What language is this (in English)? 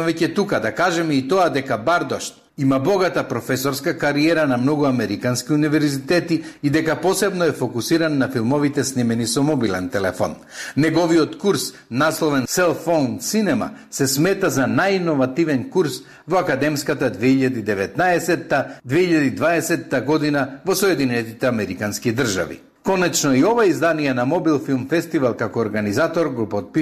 Macedonian